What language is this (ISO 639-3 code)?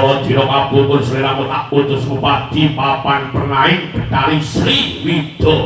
jav